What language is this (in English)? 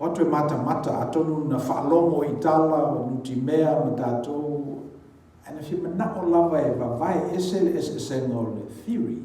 Samoan